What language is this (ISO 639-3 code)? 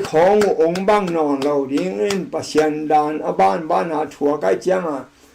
ctd